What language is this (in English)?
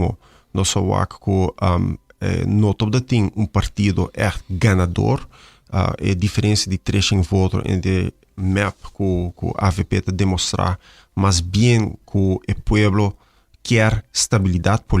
Papiamento